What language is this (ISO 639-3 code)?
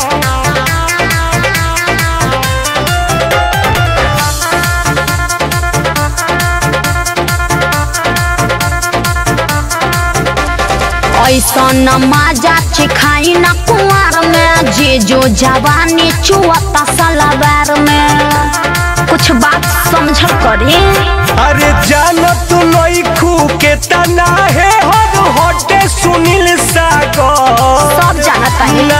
bho